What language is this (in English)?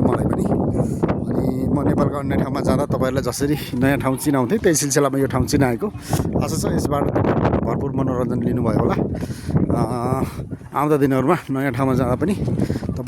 Nepali